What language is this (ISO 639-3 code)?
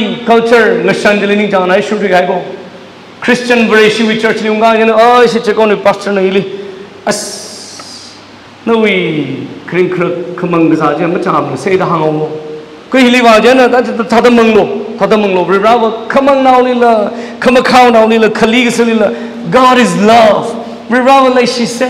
nmf